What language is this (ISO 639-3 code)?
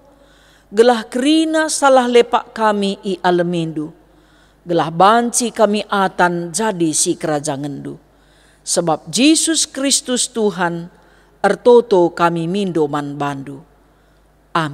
btx